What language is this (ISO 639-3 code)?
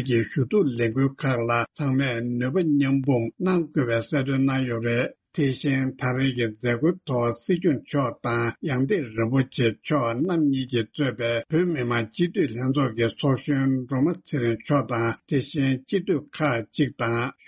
bod